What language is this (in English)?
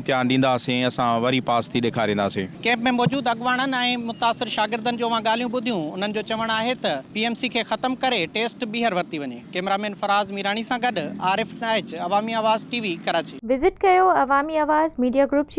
Sindhi